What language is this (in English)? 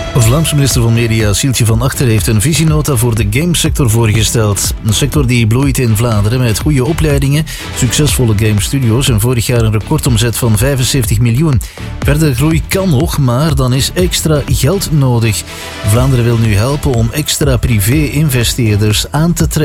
Dutch